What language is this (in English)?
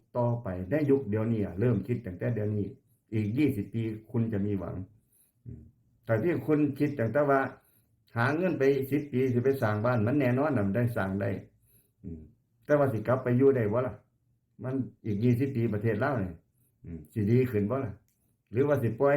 Lao